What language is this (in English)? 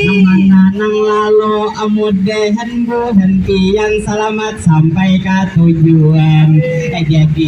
Banjar